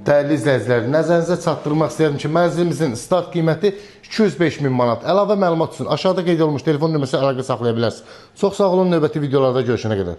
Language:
Azerbaijani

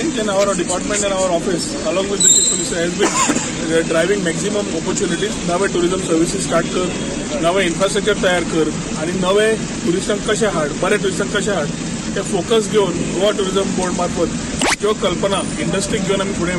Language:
Konkani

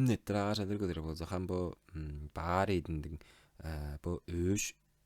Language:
Tuvinian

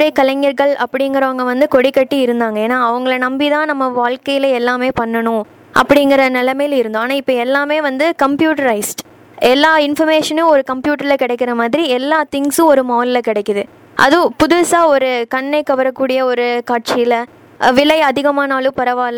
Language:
Tamil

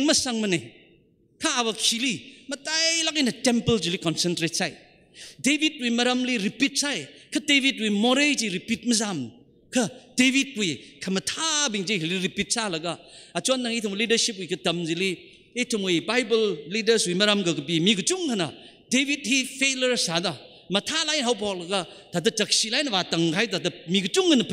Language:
Tangkhul Naga (India)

